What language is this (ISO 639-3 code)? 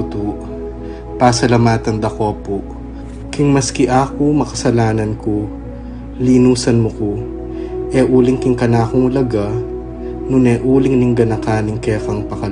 pam